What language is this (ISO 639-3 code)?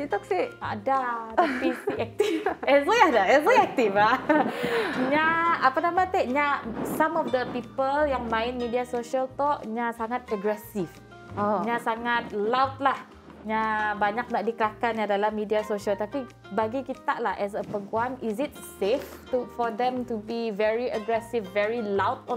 msa